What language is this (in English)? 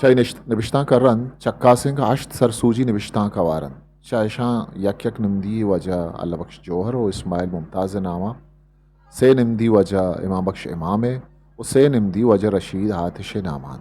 Eastern Balochi